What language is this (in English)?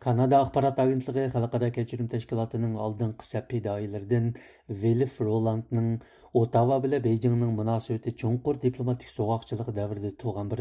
Uyghur